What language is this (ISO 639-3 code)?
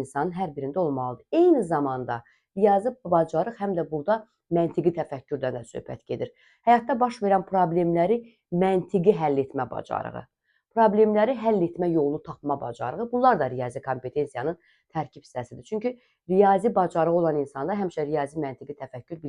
aze